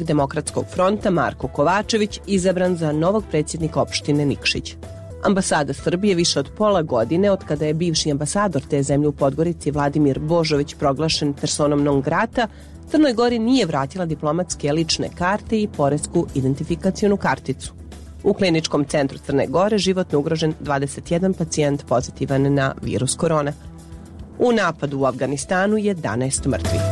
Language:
Serbian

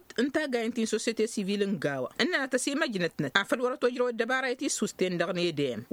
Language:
Tamasheq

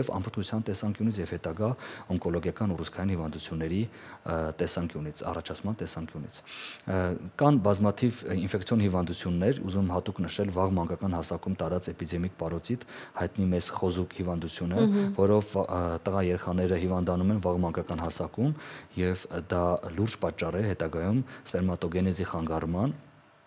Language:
Armenian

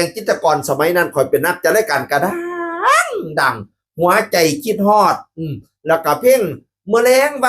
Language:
Northeastern Thai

